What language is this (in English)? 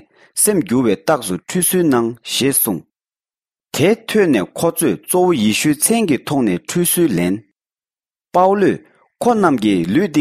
Tibetan